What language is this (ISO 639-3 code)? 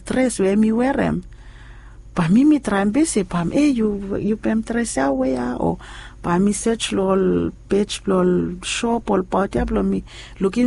bis